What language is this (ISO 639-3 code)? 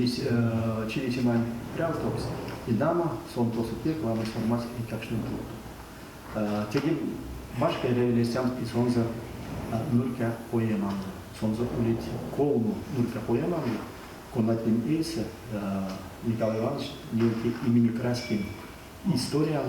myv